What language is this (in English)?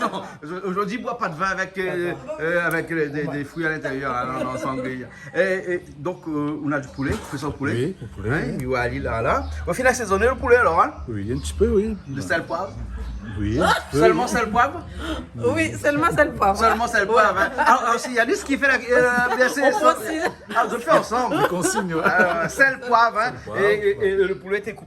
Réunion Creole French